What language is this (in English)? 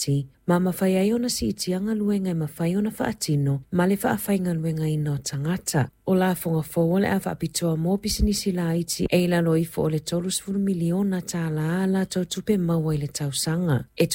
Samoan